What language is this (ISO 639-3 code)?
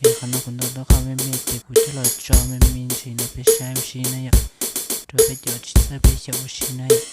hmn